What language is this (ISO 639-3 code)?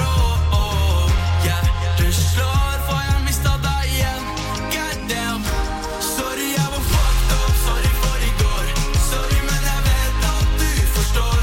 nor